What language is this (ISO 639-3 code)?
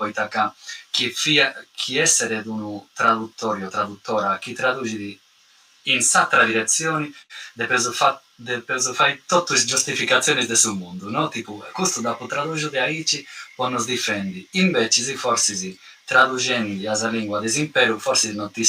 srd